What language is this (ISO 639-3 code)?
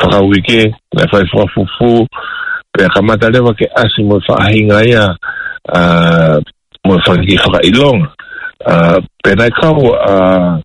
ton